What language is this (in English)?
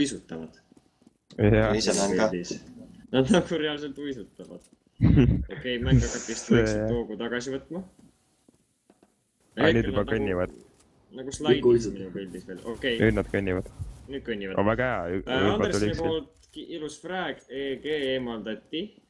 Estonian